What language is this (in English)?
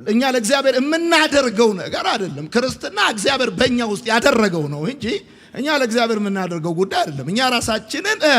Amharic